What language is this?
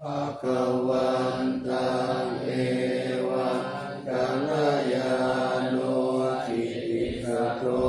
Pali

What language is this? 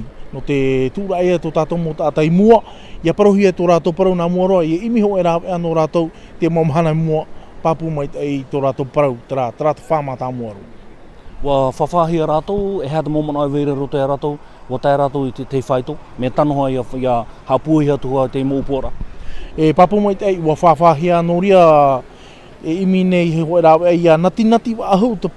Tahitian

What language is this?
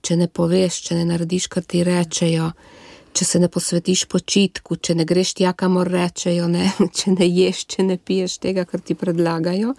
Slovenian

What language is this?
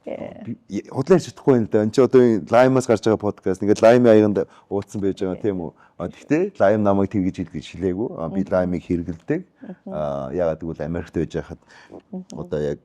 Mongolian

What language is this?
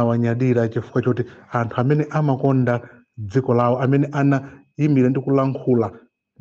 Nyanja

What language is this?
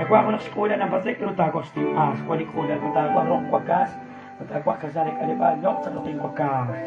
Kekchí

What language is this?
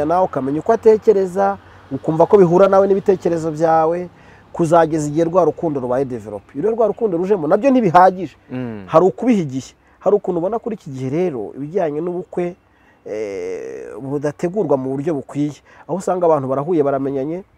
Kinyarwanda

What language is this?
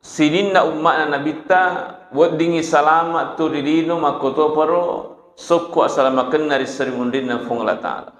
Buginese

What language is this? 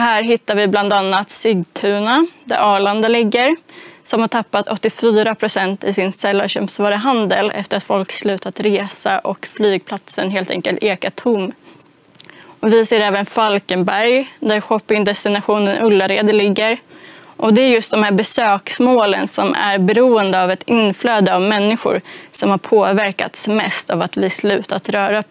Swedish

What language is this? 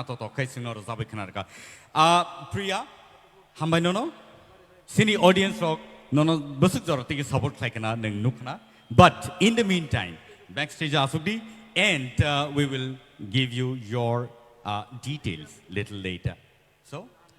Kok Borok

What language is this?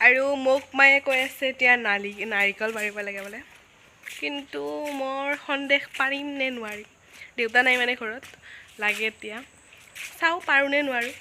Assamese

